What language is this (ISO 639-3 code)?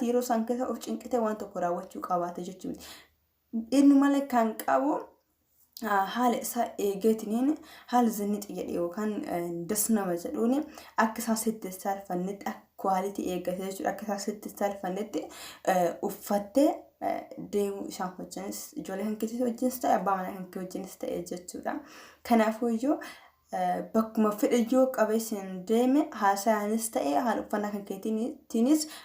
orm